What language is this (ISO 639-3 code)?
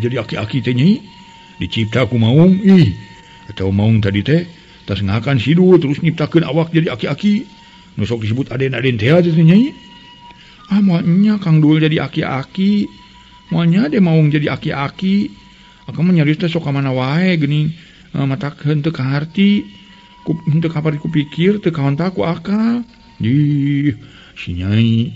sun